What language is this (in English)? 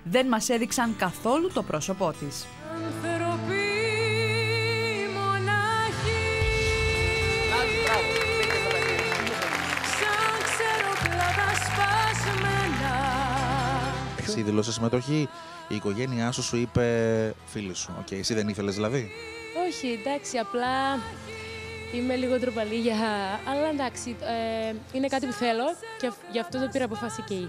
Greek